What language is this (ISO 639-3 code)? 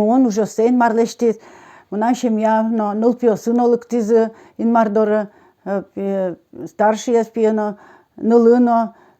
udm